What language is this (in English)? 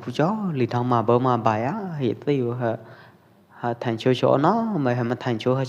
Pwo Eastern Karen